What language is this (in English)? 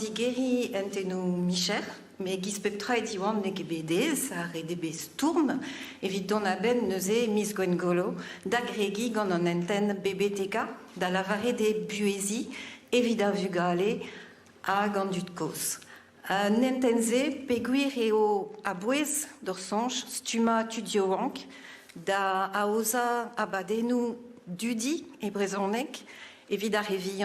Breton